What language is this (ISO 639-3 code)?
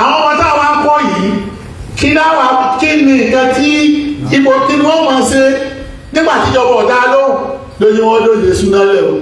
yor